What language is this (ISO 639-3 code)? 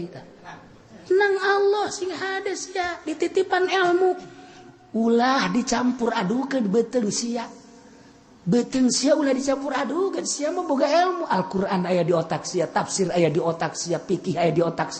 sun